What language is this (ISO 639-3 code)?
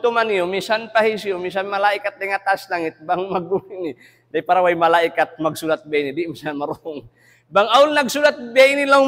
tsg